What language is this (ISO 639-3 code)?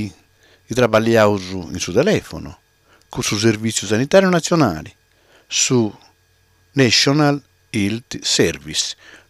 srd